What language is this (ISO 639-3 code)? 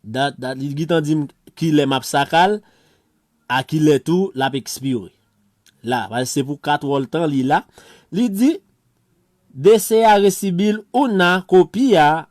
hat